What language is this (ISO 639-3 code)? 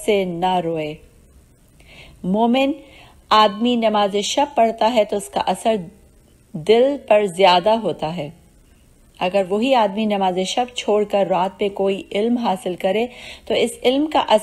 urd